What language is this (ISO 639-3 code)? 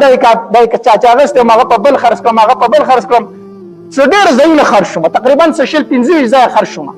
pus